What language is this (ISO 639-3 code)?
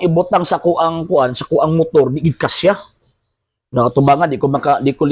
ceb